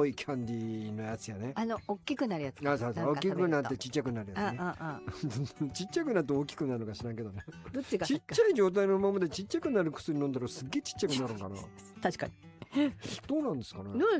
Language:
Japanese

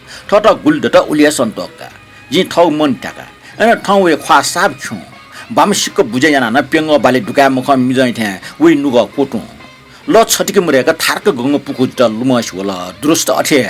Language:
Newari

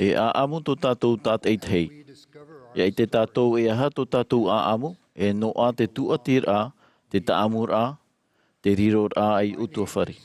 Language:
Tahitian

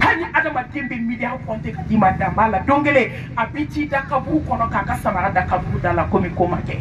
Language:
Bambara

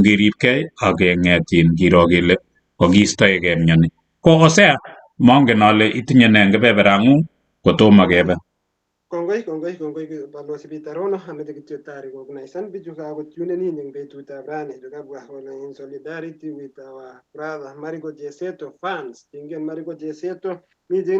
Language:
Kalenjin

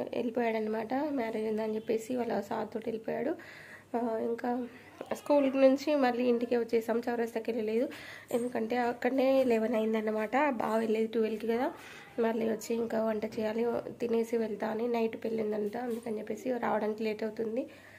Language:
Telugu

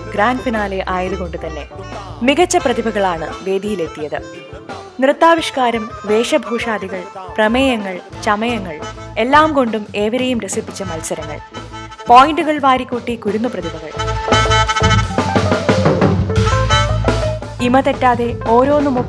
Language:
Malayalam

